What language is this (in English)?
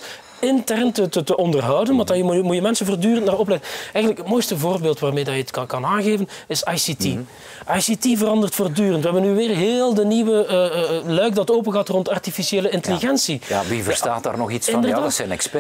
Dutch